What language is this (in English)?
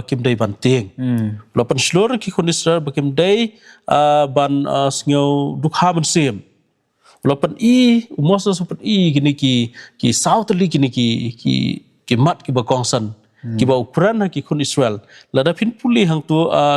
Khasi